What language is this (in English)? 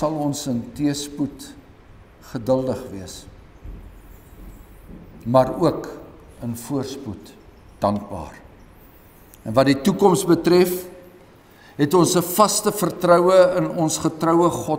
Afrikaans